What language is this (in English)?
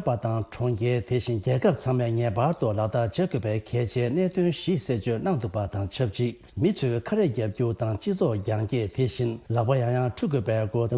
Tibetan